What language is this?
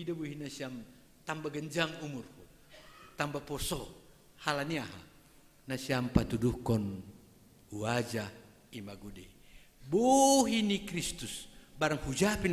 Batak Simalungun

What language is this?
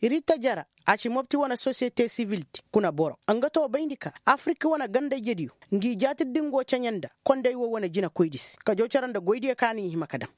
Koyraboro Senni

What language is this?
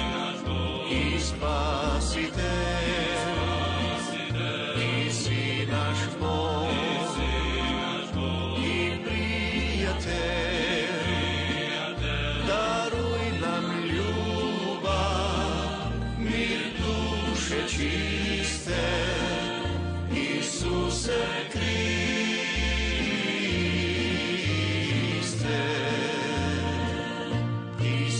Croatian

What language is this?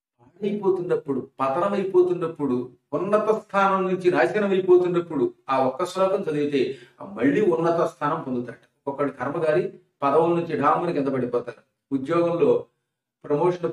Telugu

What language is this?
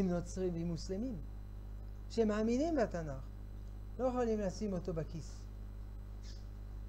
Hebrew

